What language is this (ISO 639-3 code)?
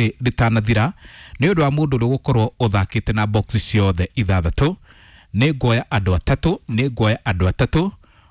kik